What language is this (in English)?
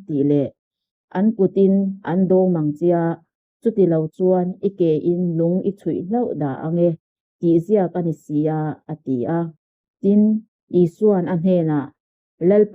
Mizo